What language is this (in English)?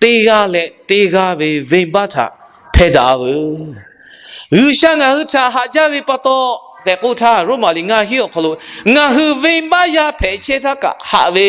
Lahu